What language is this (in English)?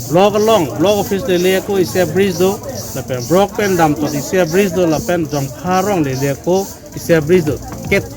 Karbi